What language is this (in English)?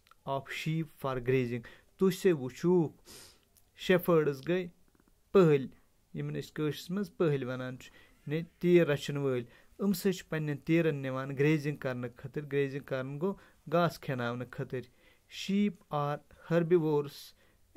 Kashmiri